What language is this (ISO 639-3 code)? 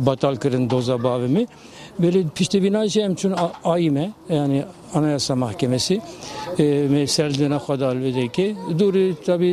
kur